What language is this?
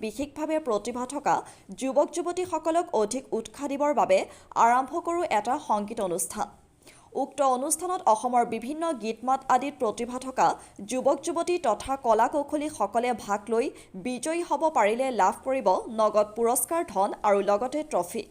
Assamese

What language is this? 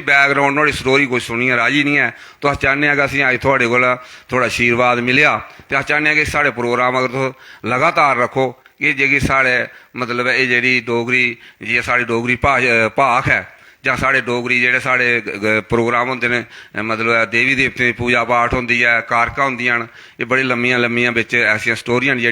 Dogri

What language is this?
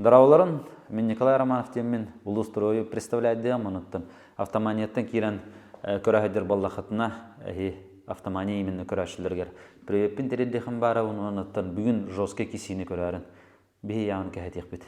Yakut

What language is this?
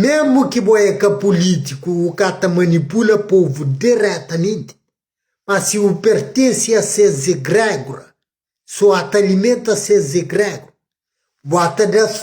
Kabuverdianu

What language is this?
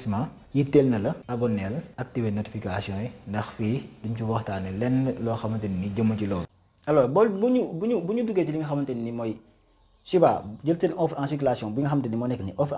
Wolof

